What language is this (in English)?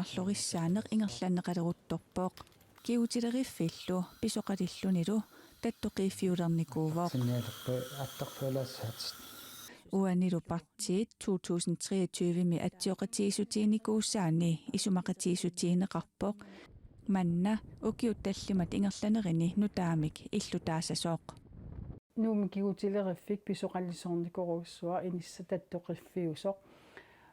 Kalaallisut